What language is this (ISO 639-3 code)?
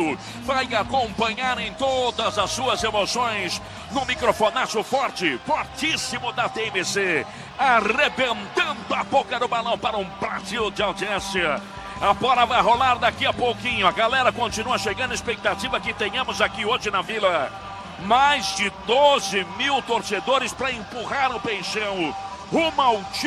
por